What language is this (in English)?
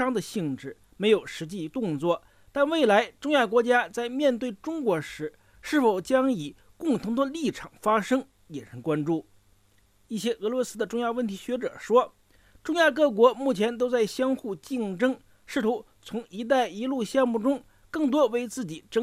Chinese